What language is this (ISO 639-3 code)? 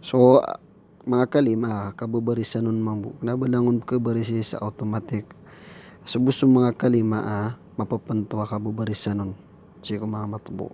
mrw